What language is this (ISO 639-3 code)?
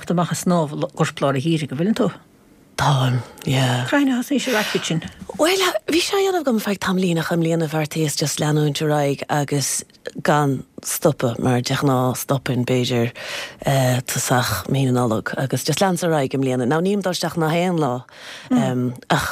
gle